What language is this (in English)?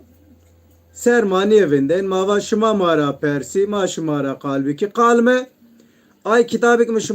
Zaza